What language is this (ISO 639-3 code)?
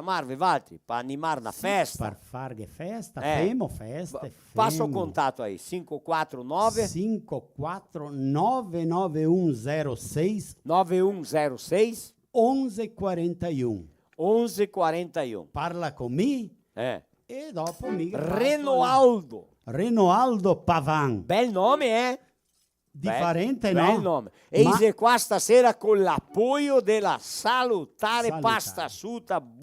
vec